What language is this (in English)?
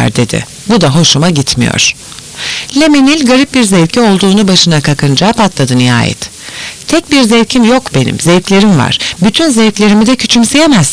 Turkish